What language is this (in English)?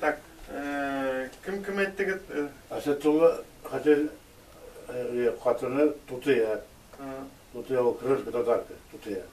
Bashkir